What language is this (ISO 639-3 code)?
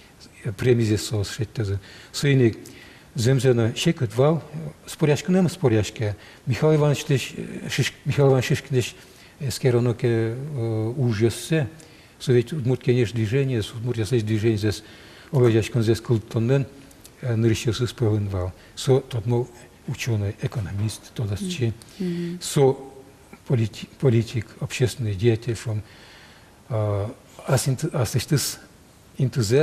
udm